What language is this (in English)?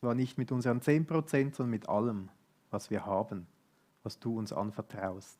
Swiss German